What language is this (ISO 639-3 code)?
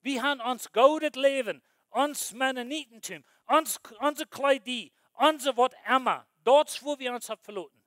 pdt